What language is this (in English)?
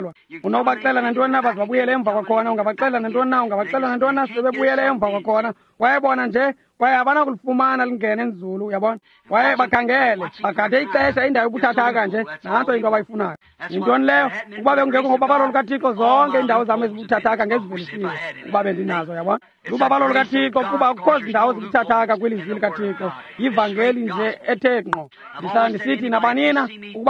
Xhosa